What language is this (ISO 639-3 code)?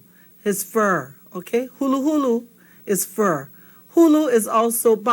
haw